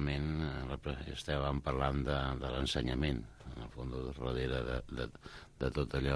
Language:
Catalan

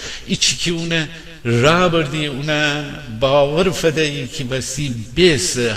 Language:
Gilaki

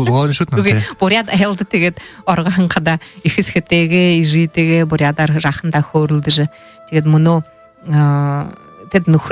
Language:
Buriat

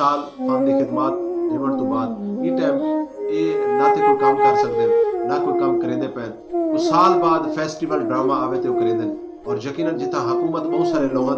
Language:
Saraiki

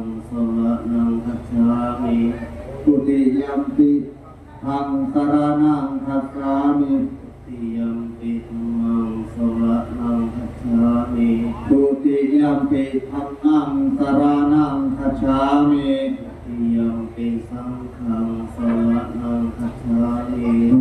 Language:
Pali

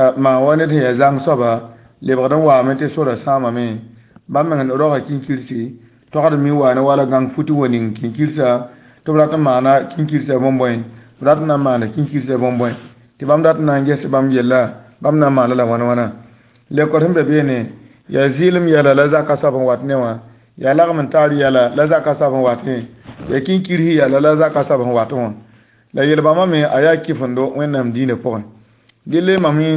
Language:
Mossi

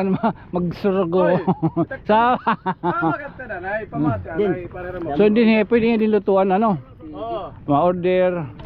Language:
Waray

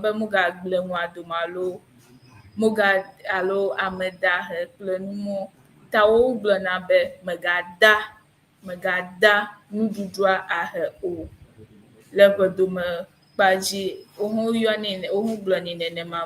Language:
Ewe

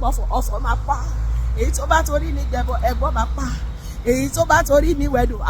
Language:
Yoruba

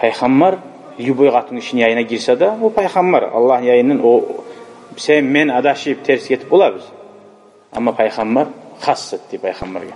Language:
Kumyk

